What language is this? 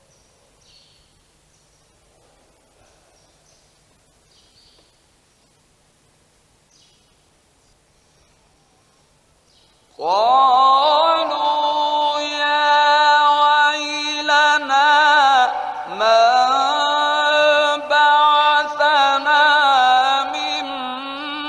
Arabic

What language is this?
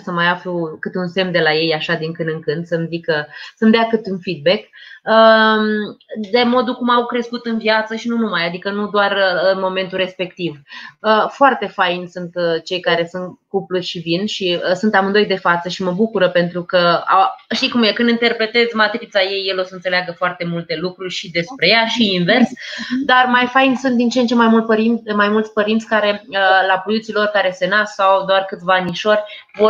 Romanian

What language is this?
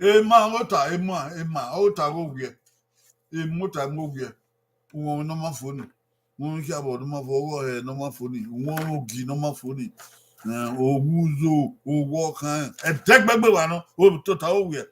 Bini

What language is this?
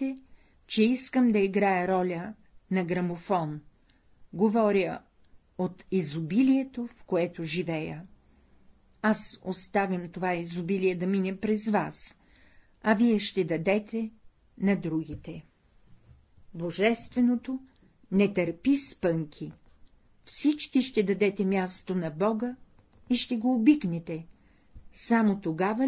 Bulgarian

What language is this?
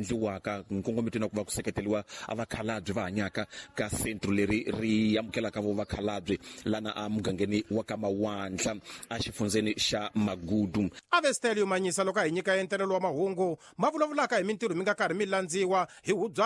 Tsonga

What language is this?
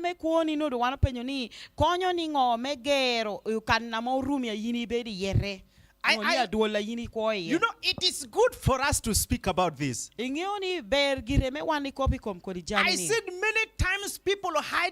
Lango (Uganda)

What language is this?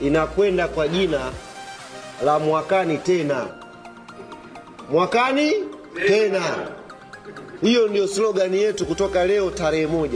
Swahili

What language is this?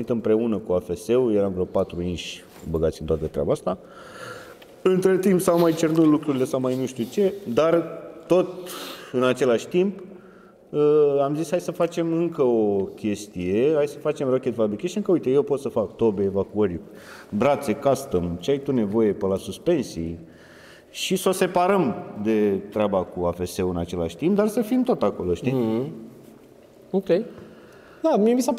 Romanian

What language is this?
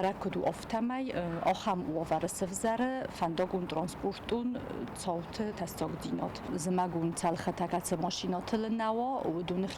Ossetic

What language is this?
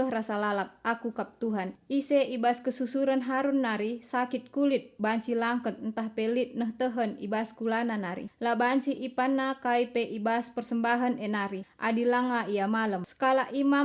Batak Karo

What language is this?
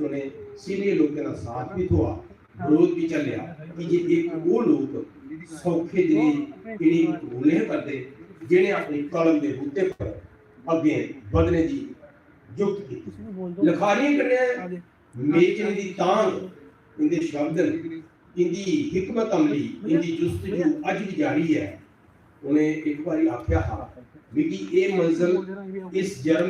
Dogri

